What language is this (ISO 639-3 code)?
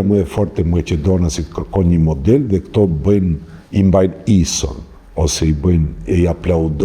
sqi